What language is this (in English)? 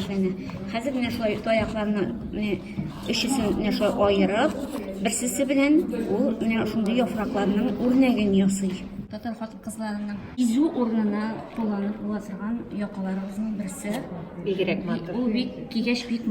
Tatar